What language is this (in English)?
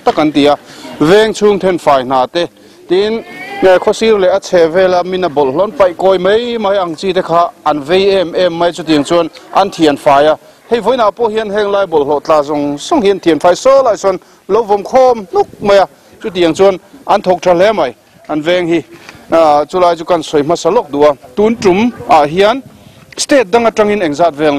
Mizo